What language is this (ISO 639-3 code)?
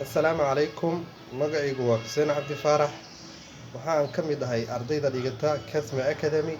som